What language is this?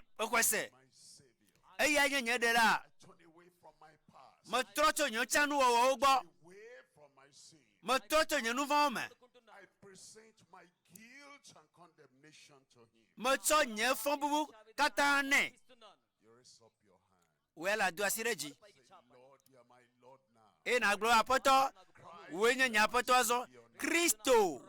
Ewe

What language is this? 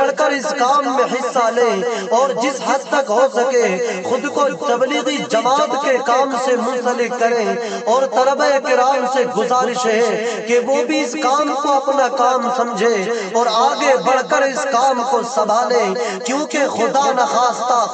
Urdu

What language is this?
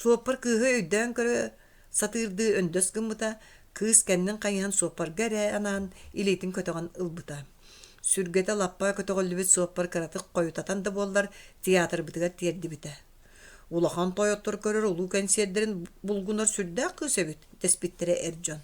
Yakut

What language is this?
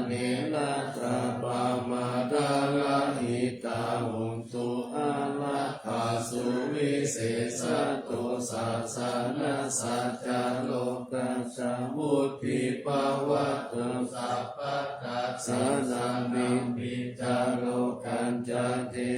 Pali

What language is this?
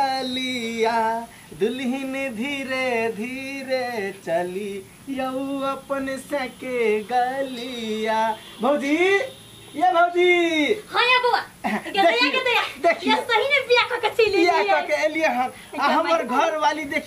Maithili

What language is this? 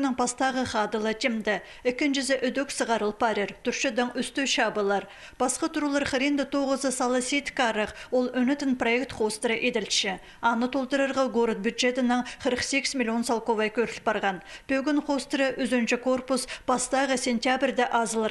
Khakas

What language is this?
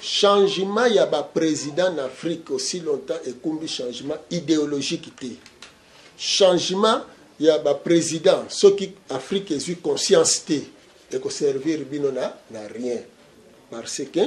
Lingala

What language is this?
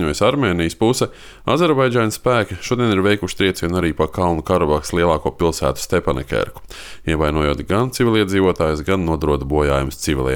Latvian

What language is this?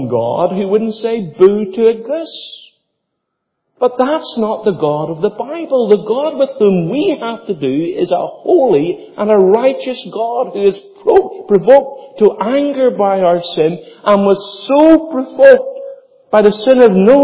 English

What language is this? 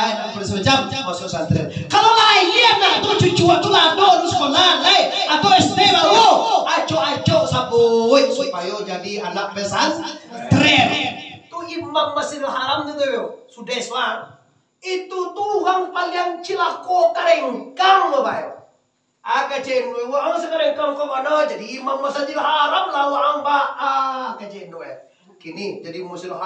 Minangkabau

